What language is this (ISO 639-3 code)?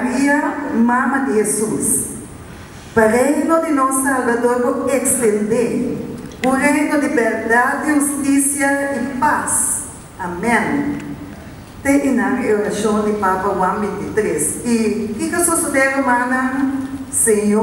pap